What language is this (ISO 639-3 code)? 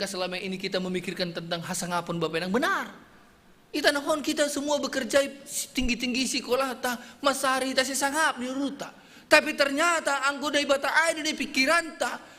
bts